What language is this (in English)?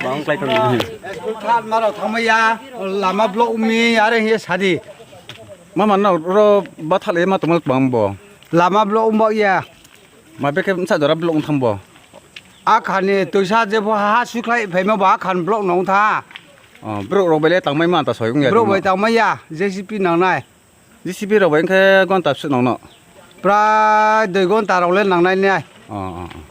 Riang (India)